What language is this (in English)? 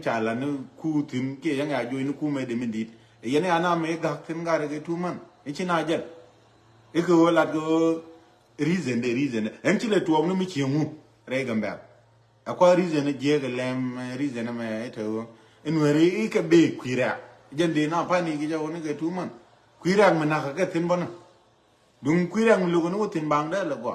Nuer